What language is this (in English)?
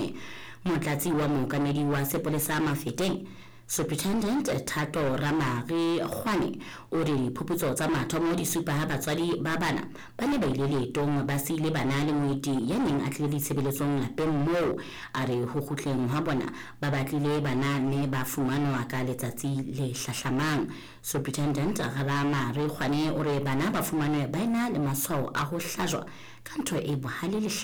Southern Sotho